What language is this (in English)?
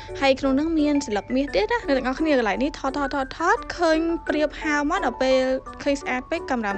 Khmer